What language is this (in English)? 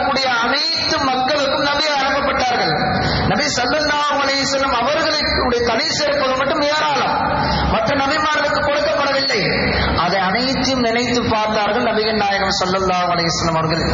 Tamil